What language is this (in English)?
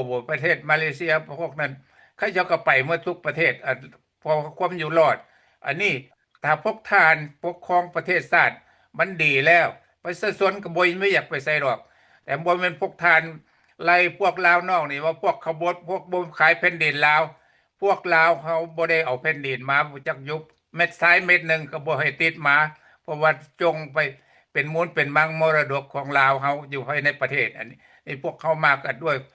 Lao